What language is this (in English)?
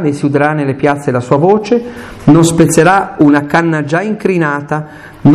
Italian